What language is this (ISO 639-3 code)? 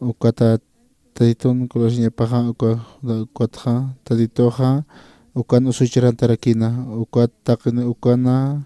aym